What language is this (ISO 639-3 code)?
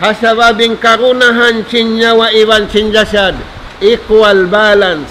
tsg